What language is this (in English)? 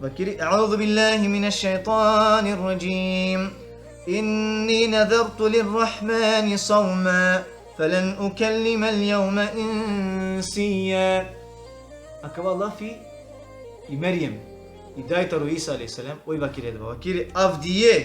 Balkan Romani